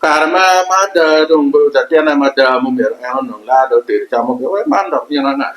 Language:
Acoli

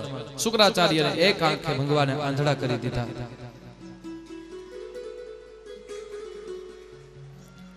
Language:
Gujarati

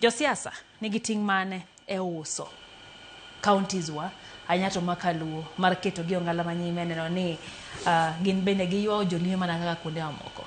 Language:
Luo (Kenya and Tanzania)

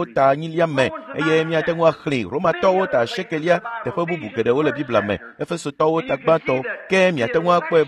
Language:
Ewe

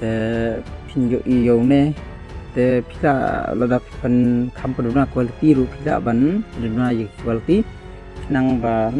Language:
Khasi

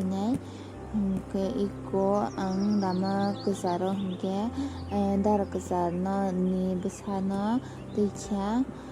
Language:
Kok Borok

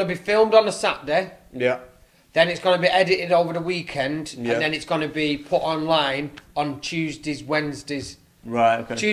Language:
English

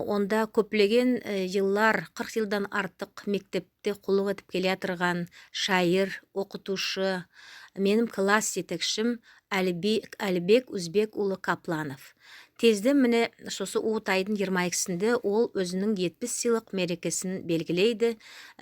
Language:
Nogai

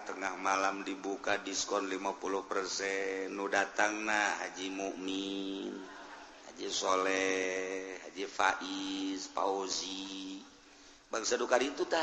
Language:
Sundanese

